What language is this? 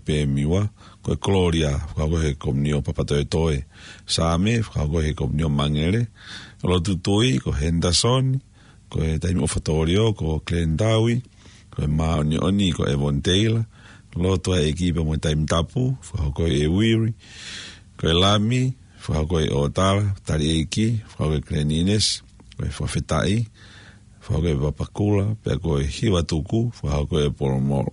Tongan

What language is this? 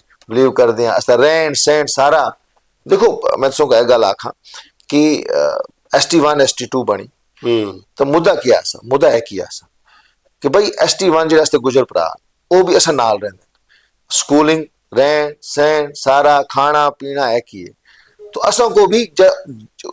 Dogri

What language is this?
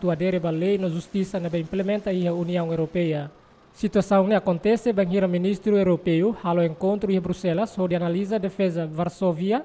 Tetum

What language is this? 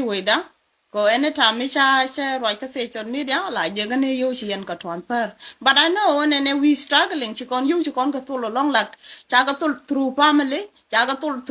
Nuer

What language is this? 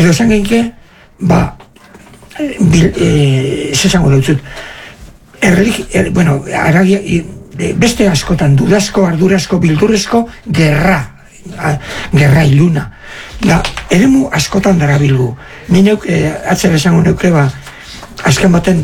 Basque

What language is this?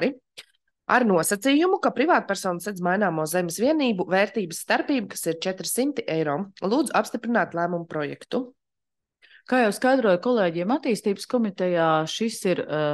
Latvian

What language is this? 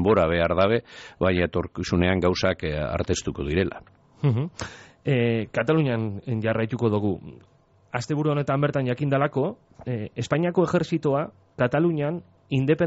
Basque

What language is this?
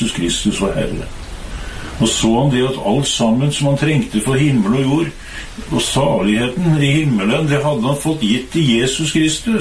Norwegian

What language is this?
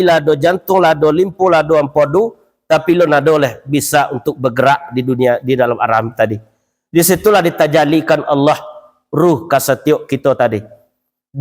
Minangkabau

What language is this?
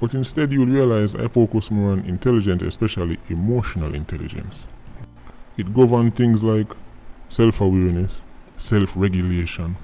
Jamaican Creole English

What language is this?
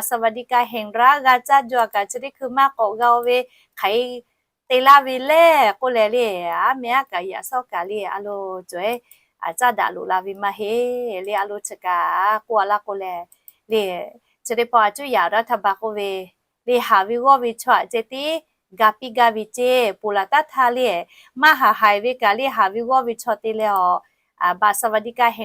Lahu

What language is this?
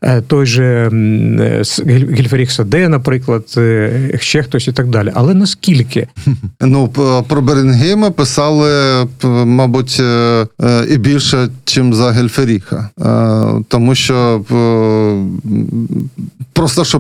Ukrainian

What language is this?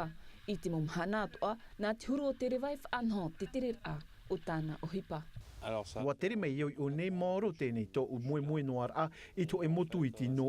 Tahitian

